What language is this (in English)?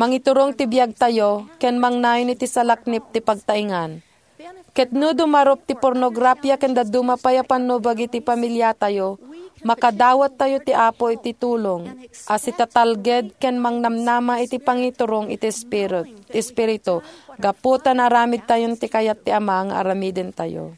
Iloko